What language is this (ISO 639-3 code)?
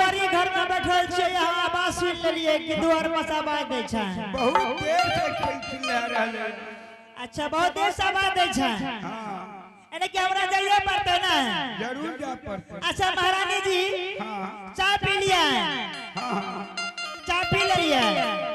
anp